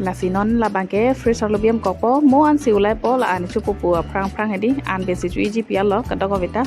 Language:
Karbi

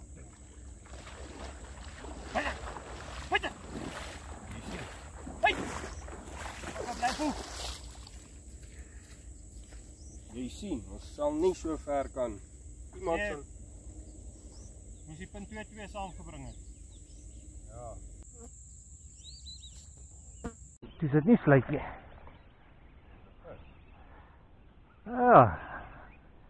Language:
Afrikaans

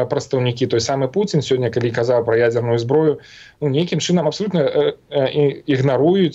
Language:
Belarusian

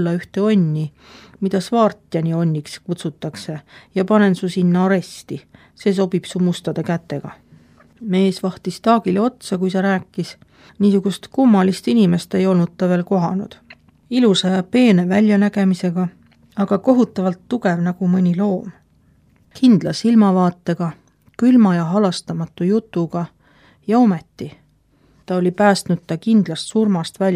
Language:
Estonian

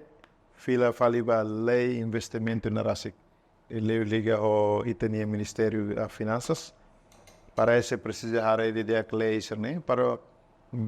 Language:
Tetum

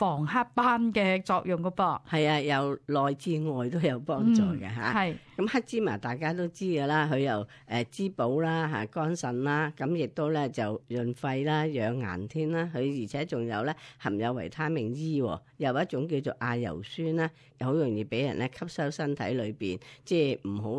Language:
Cantonese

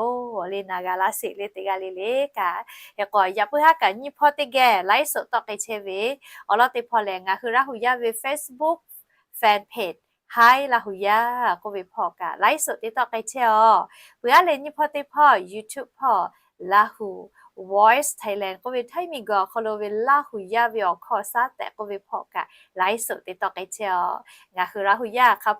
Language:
Lahu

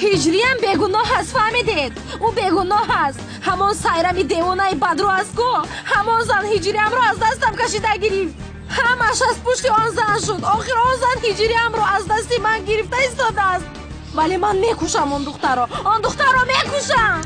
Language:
Tajik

